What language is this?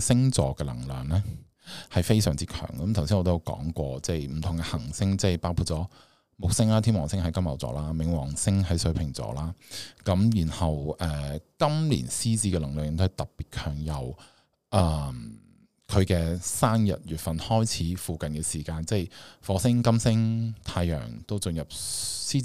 Cantonese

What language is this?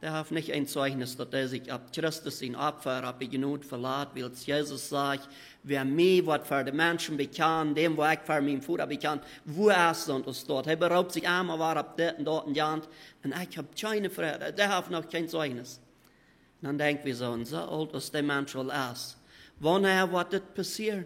Plautdietsch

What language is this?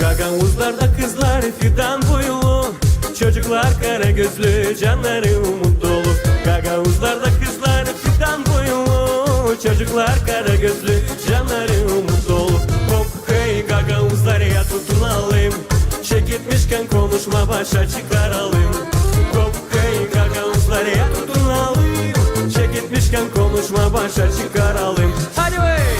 Gagauz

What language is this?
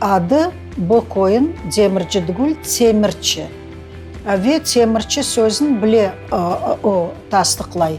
Crimean Tatar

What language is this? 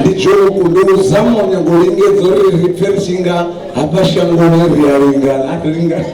Venda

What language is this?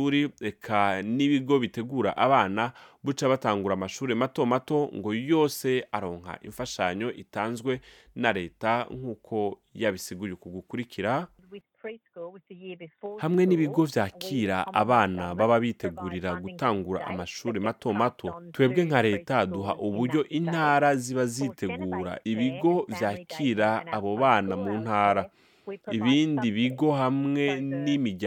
Rundi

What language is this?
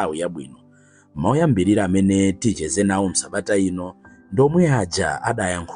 Nyanja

